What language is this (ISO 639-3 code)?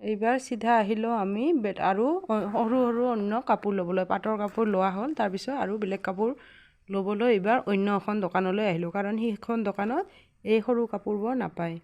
asm